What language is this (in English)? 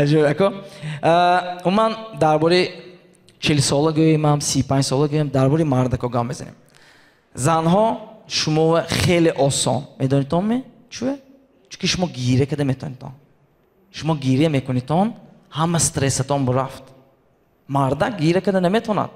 Tajik